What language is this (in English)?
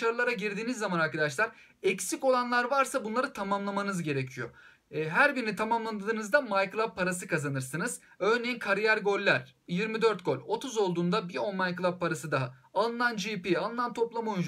Turkish